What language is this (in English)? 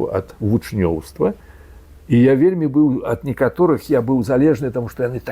Belarusian